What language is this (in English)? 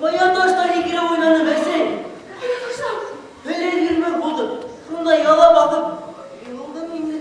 Bashkir